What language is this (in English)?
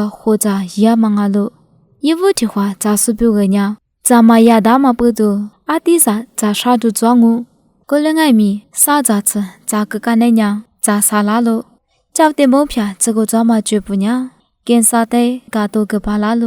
Lisu